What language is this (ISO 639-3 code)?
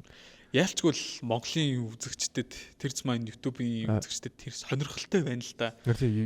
mon